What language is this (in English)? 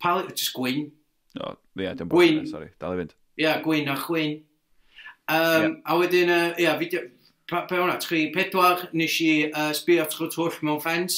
Welsh